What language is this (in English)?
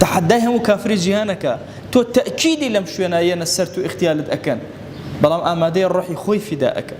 Central Kurdish